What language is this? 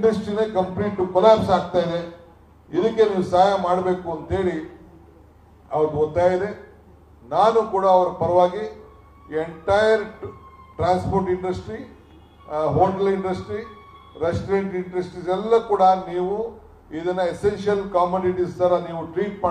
Kannada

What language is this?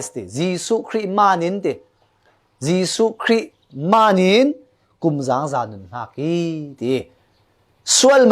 Falam Chin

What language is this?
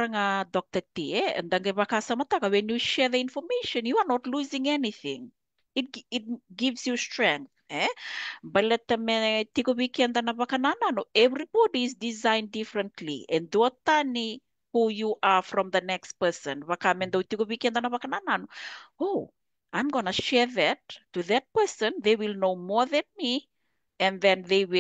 Fijian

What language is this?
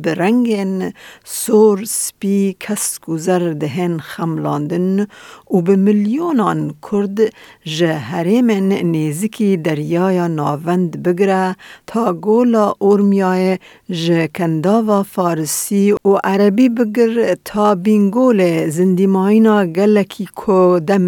Kurdish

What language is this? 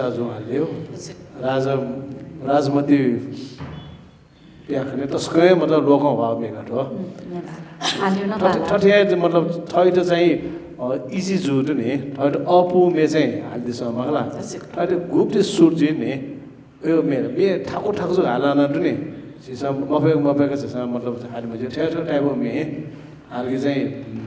Newari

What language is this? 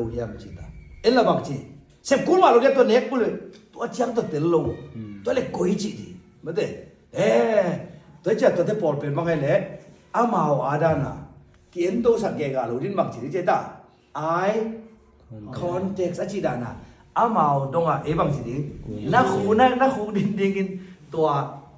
Tedim Chin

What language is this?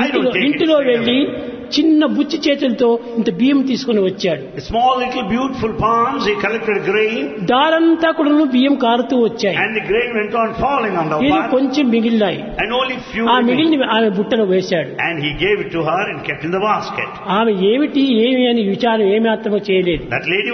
Telugu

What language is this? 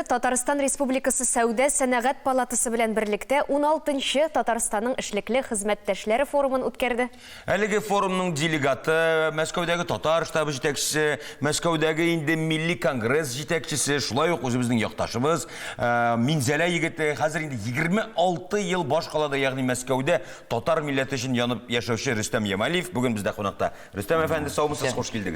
Tatar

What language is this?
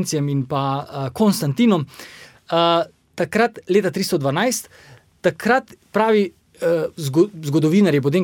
Slovenian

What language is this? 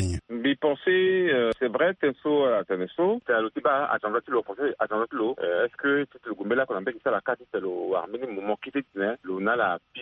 Sango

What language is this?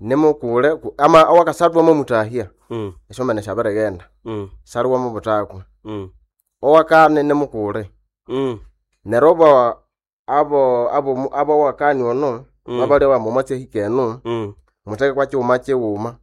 Nande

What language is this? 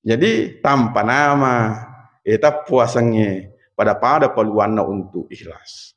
Buginese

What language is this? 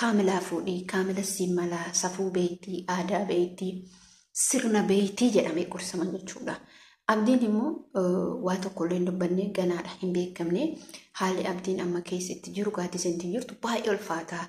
Oromo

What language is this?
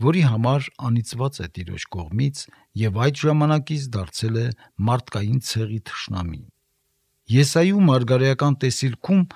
Armenian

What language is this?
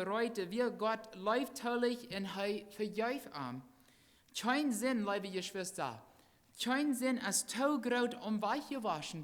Plautdietsch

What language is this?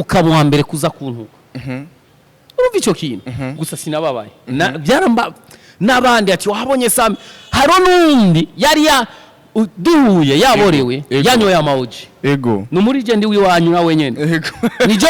Rundi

